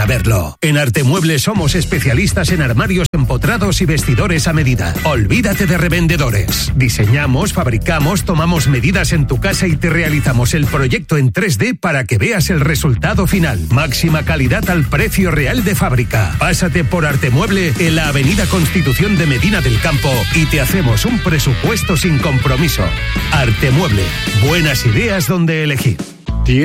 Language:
Spanish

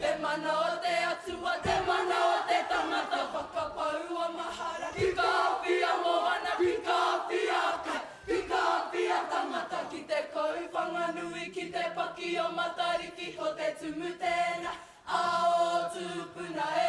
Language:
Māori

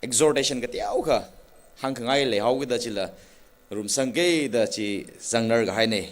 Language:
Tangkhul Naga (India)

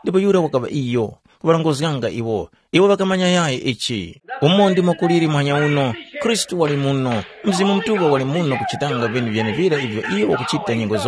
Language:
Tumbuka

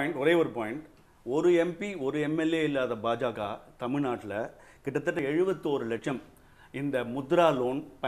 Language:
Tamil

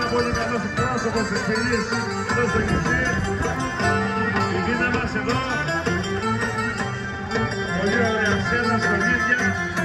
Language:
Greek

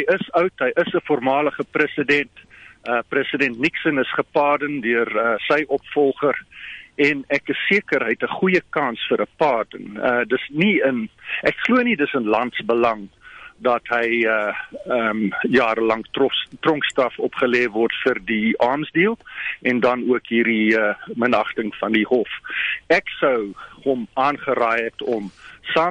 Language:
Afrikaans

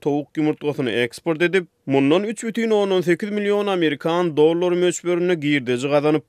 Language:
Turkmen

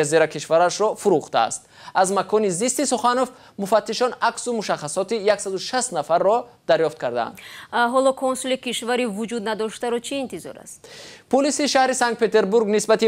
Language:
Tajik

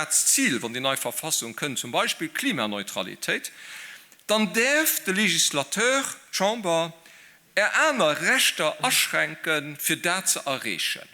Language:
Luxembourgish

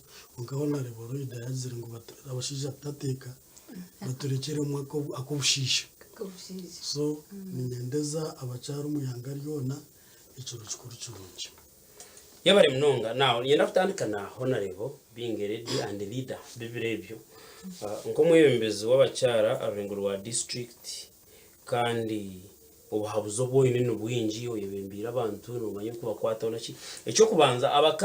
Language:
Nyankole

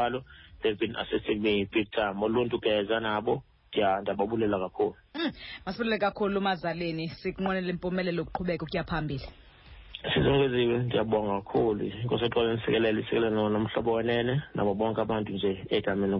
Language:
Xhosa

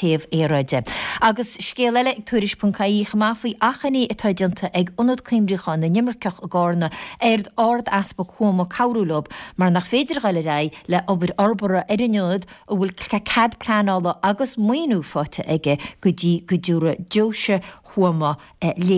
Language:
Irish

